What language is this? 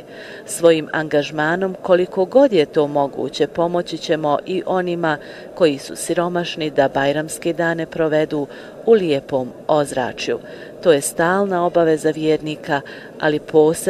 Bosnian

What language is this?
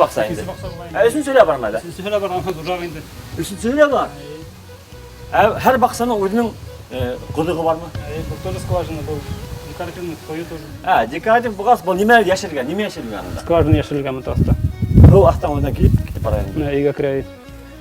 Bashkir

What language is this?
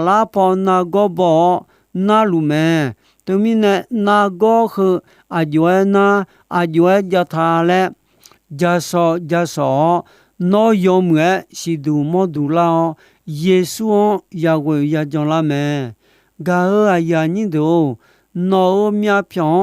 Akha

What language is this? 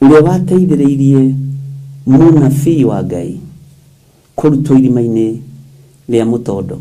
Kikuyu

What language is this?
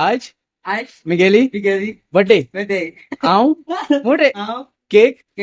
Konkani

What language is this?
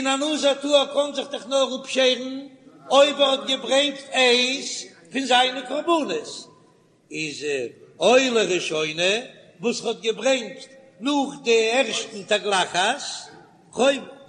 Yiddish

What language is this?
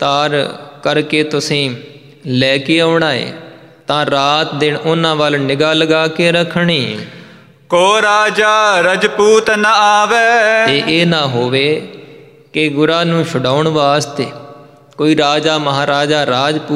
Punjabi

